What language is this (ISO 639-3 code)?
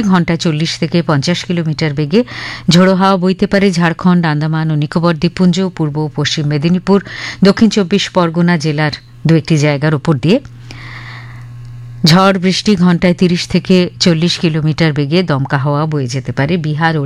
ben